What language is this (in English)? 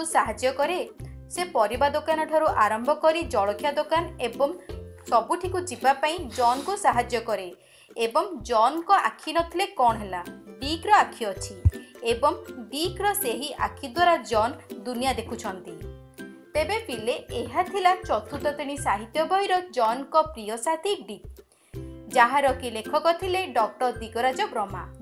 Odia